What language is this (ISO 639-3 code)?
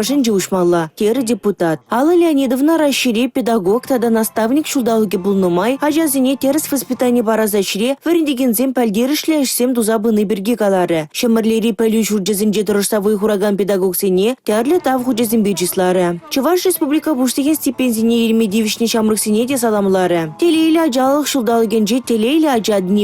chv